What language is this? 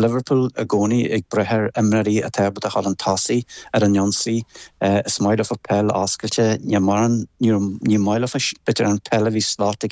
Irish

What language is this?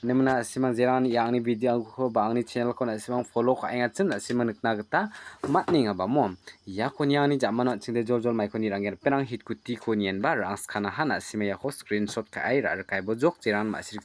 Garo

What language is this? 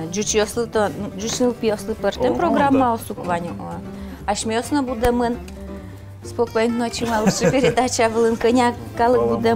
Udmurt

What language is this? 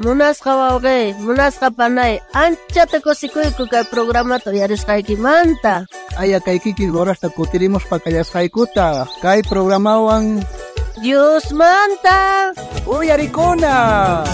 South Bolivian Quechua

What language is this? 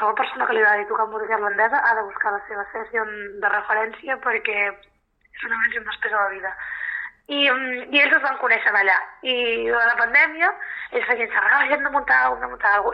Catalan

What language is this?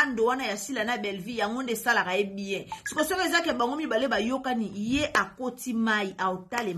Lingala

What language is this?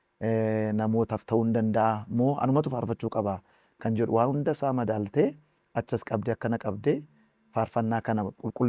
Oromo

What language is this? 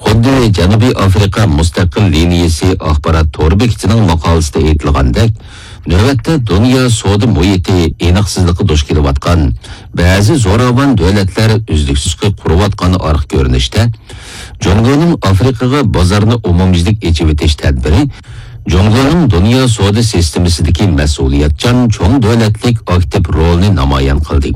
Uyghur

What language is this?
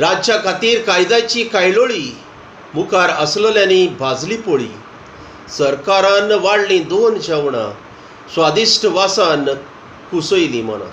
Konkani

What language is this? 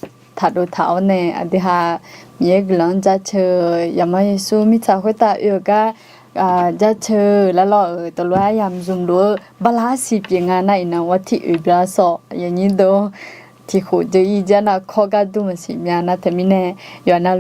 Akha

